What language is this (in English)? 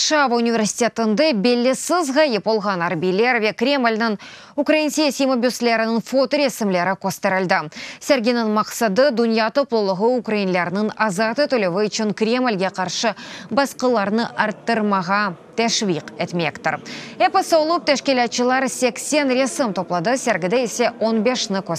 Crimean Tatar